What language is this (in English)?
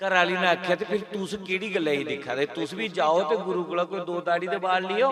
Dogri